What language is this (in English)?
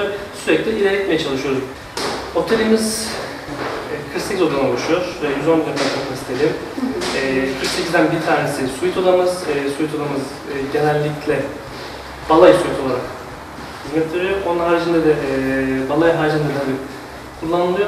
Turkish